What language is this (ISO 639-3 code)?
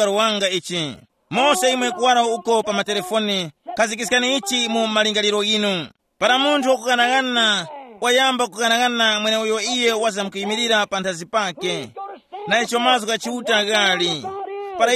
tum